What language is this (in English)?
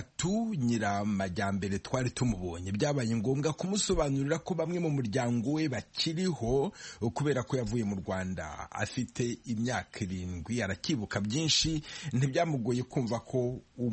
Kinyarwanda